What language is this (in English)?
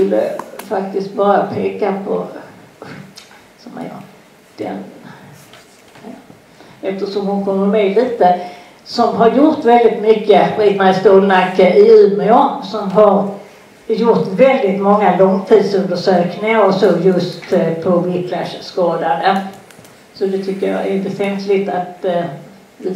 Swedish